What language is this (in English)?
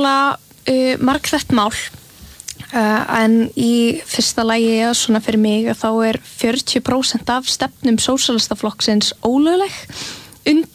Icelandic